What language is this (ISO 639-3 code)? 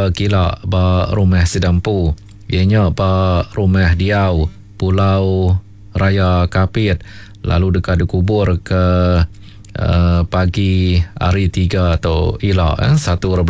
iba